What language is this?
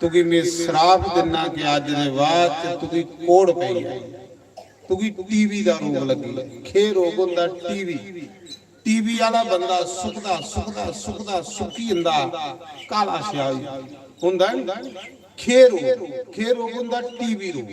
Dogri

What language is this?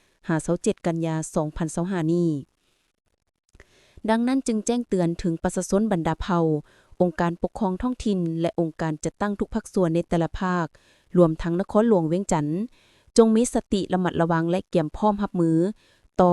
Lao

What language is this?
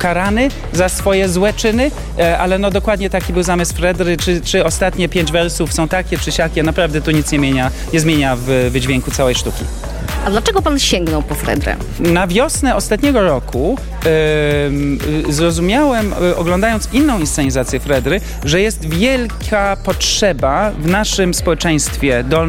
Polish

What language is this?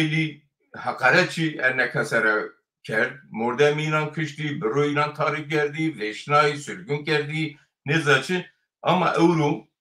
Zaza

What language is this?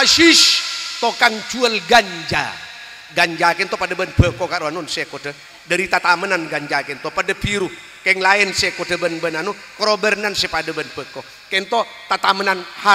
Madurese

